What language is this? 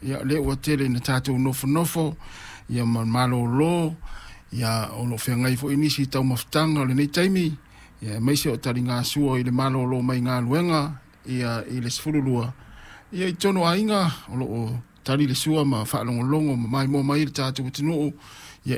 Samoan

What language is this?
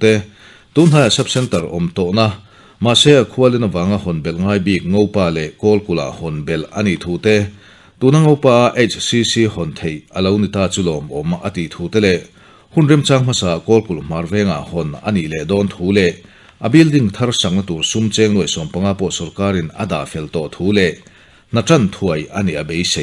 Mizo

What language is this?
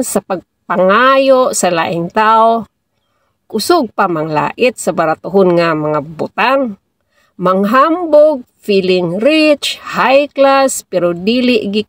Cebuano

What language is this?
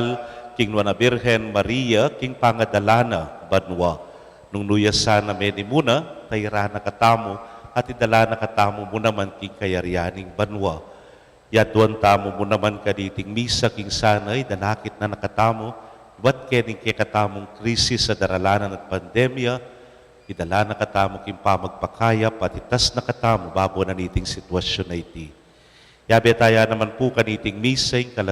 Pampanga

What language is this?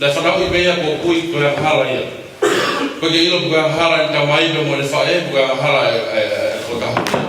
Tongan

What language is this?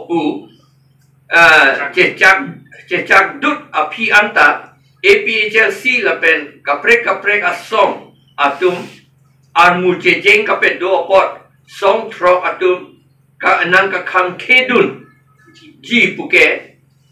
Karbi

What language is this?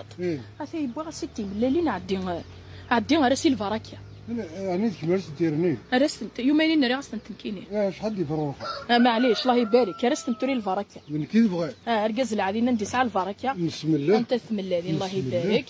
Kabyle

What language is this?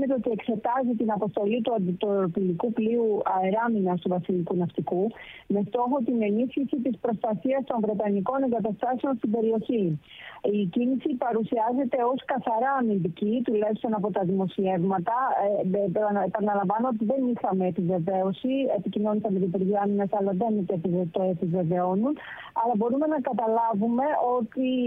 Greek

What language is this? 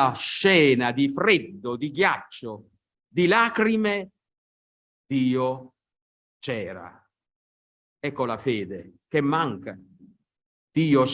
Italian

